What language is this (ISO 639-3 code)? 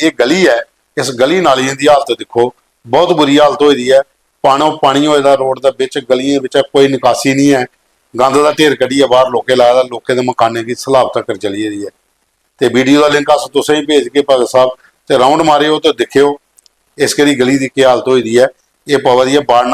doi